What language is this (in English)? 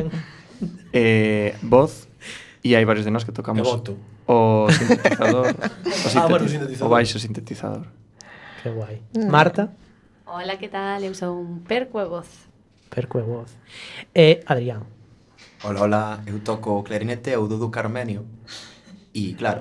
Galician